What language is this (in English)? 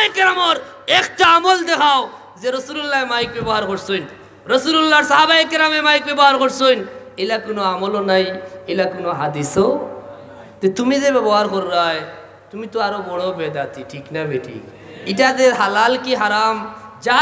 Sylheti